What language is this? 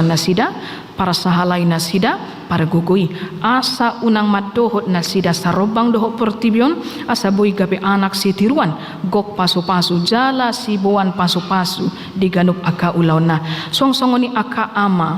Batak Toba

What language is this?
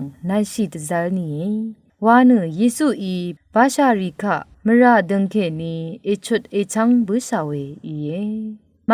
Rawang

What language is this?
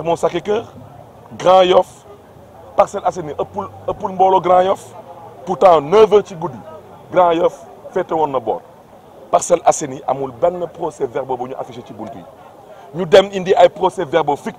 Wolof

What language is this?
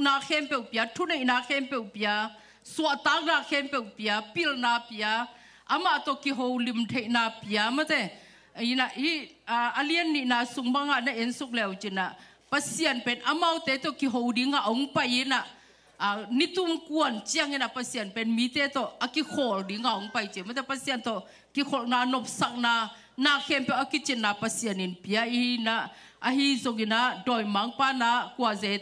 Tedim Chin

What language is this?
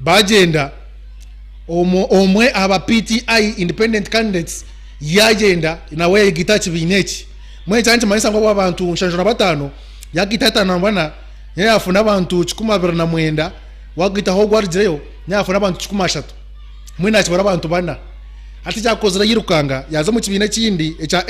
Nyankole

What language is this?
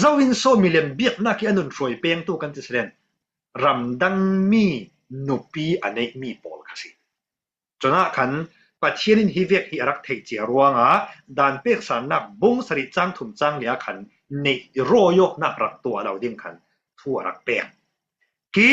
Falam Chin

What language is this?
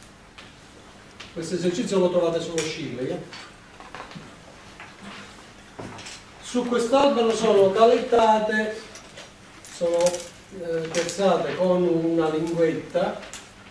Italian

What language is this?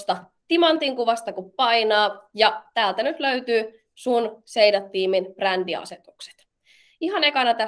Finnish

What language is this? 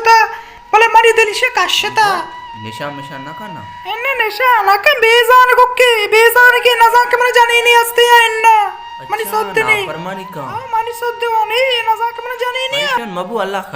Baluchi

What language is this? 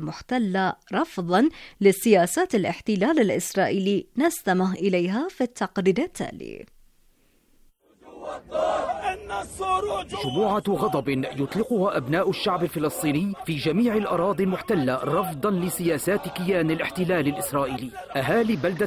Arabic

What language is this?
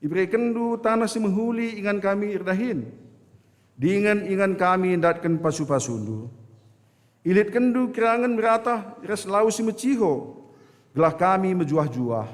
Batak Karo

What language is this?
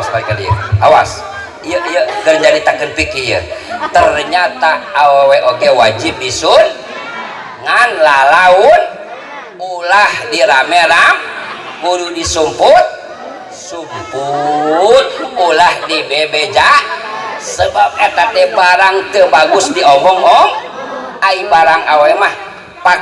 Sundanese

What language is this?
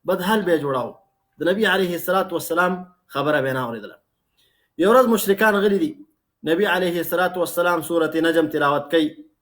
Pashto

